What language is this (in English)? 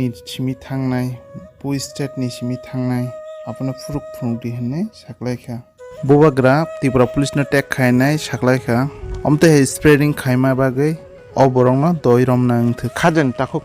Kok Borok